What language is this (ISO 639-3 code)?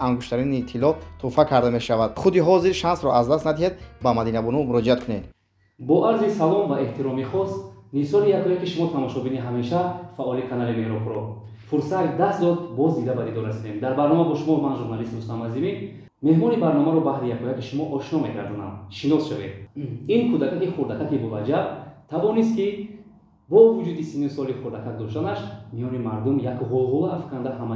tgk